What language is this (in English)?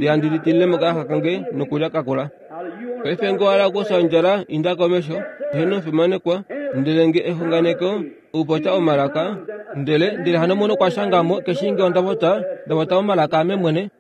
Kuanyama